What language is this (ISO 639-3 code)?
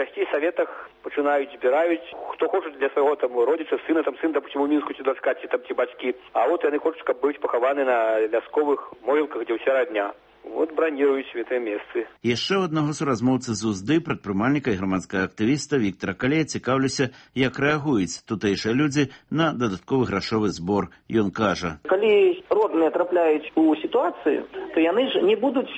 bel